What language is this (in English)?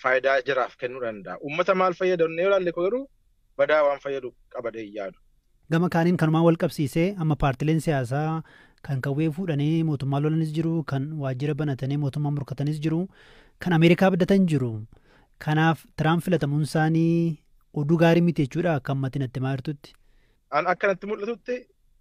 Oromo